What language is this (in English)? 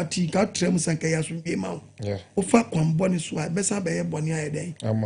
Akan